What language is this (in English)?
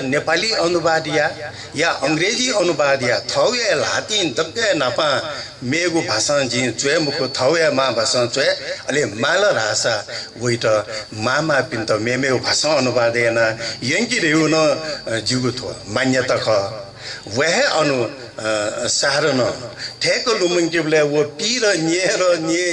Newari